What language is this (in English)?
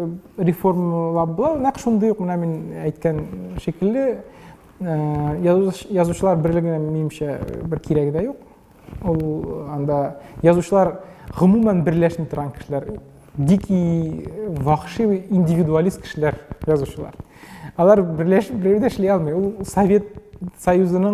Tatar